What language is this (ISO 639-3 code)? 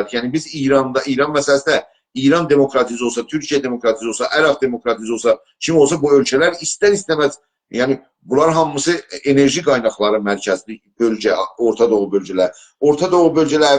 azb